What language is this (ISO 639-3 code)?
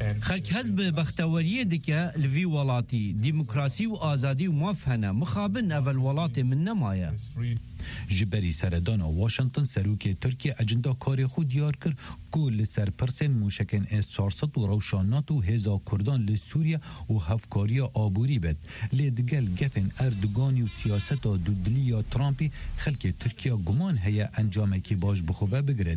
kur